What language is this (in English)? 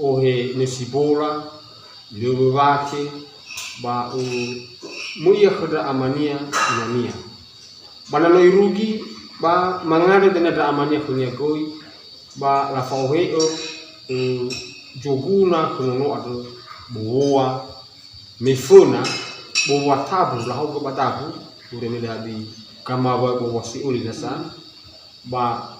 Nias